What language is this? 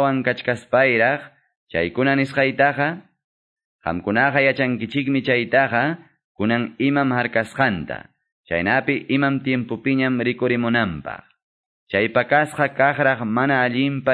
Quechua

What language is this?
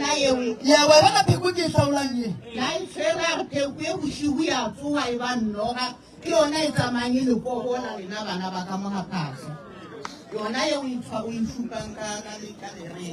Northern Sotho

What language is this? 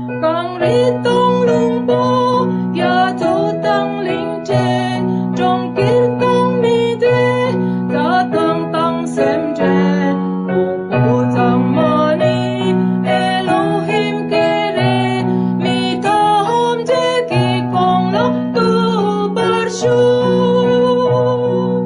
Tibetan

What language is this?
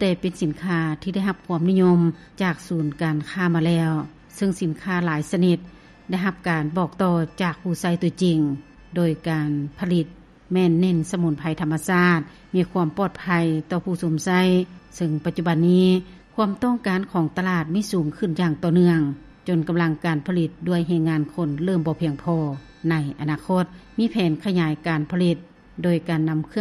Lao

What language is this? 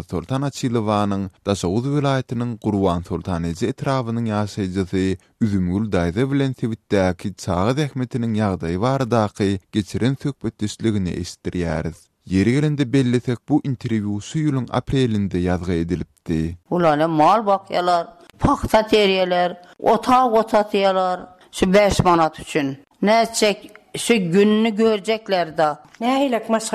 Turkmen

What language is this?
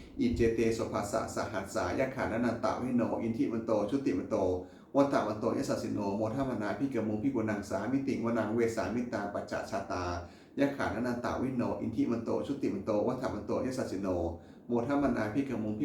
Pali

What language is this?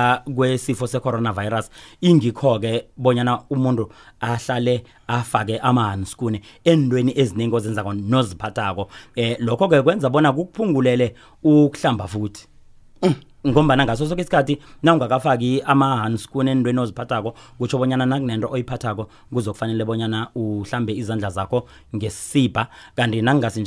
South Ndebele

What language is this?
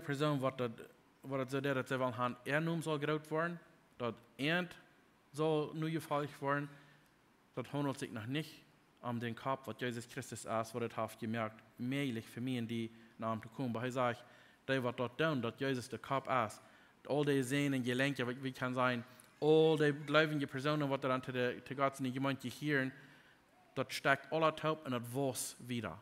Plautdietsch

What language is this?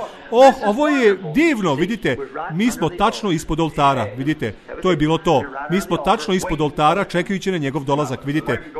Serbian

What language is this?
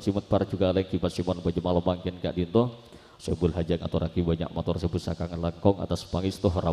Madurese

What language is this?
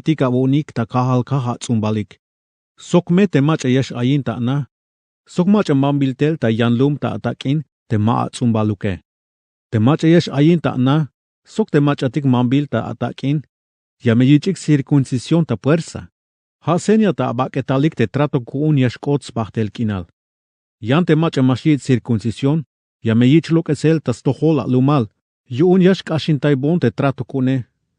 Tzeltal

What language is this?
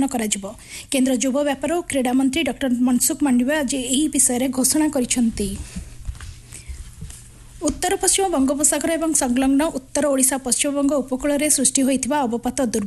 Odia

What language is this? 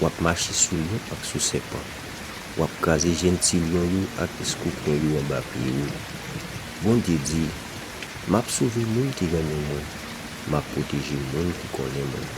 Haitian Creole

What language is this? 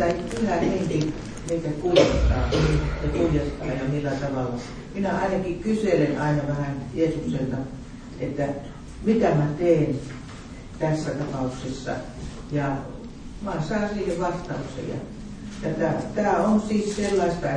Finnish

